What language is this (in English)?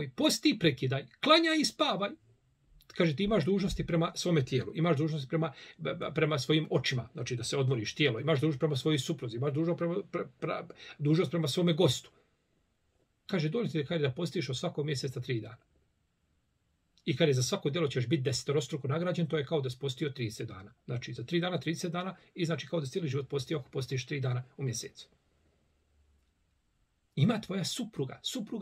Bosnian